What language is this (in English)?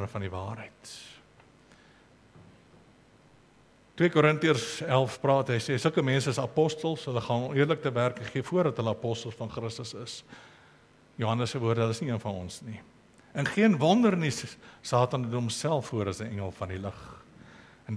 Afrikaans